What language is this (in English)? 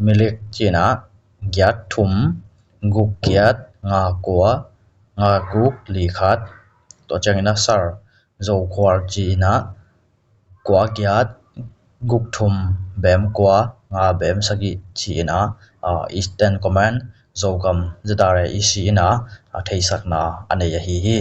Tedim Chin